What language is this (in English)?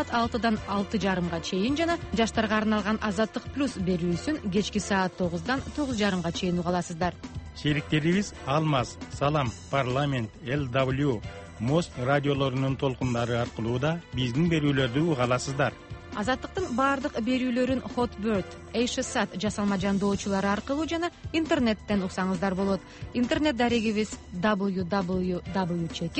Kyrgyz